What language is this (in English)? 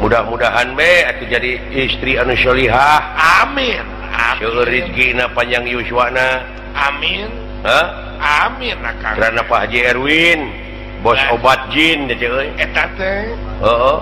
Sundanese